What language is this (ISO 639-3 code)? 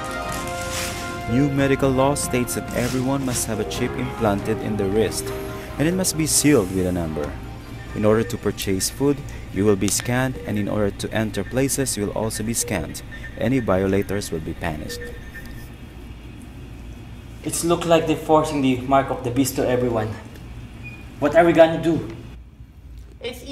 eng